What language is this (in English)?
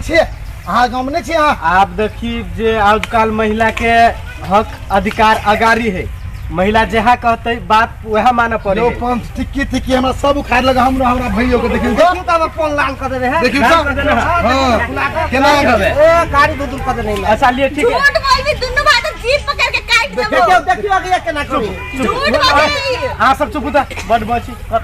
Maithili